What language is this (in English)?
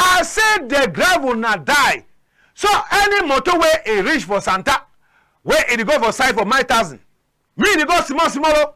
Cameroon Pidgin